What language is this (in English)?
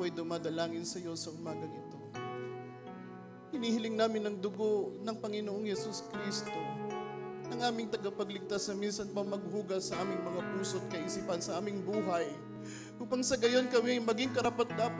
Filipino